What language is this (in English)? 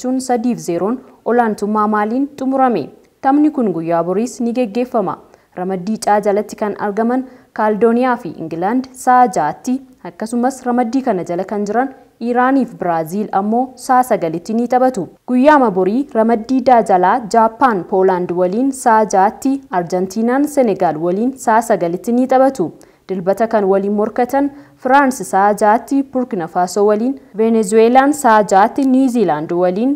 Oromo